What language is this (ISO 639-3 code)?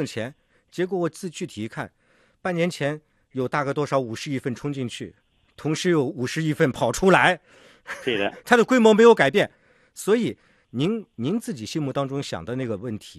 zho